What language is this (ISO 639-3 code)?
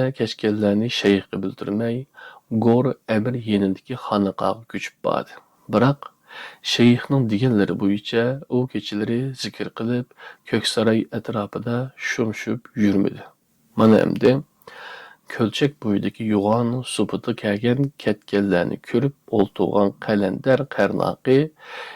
uig